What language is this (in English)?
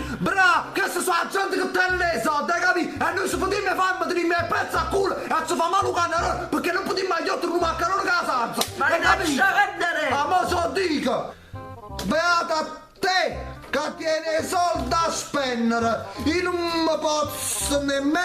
Neapolitan